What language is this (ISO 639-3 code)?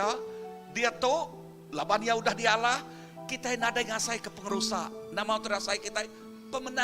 iba